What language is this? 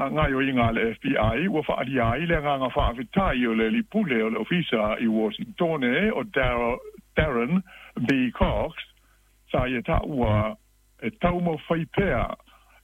Samoan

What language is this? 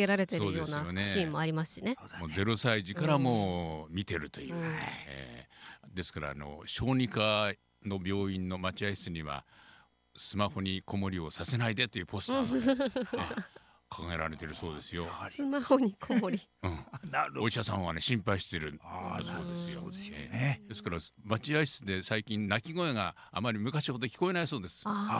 Japanese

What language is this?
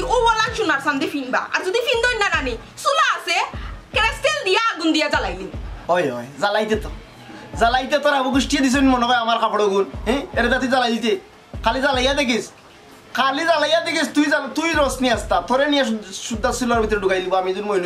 Sylheti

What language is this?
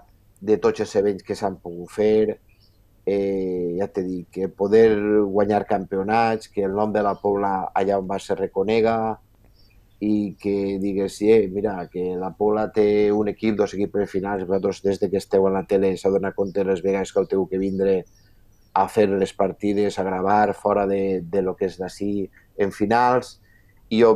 Catalan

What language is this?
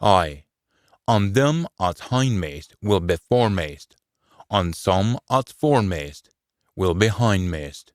Scots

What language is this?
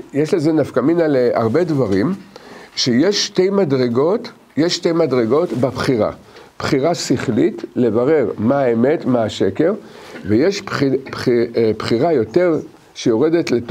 Hebrew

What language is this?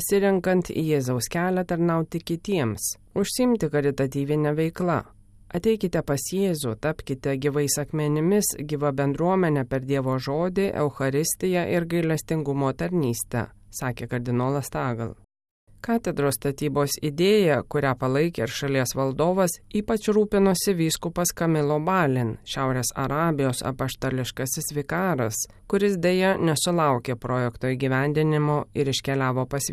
Lithuanian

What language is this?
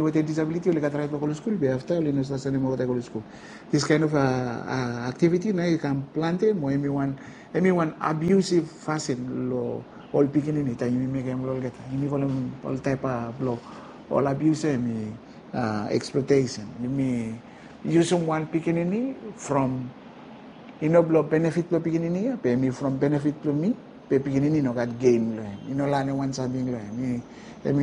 Bislama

